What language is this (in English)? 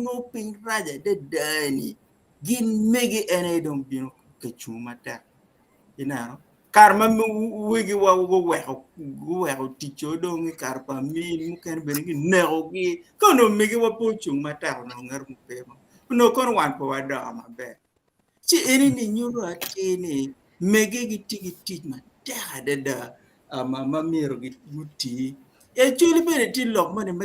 Acoli